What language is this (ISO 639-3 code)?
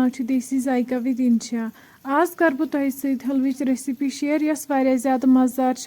kas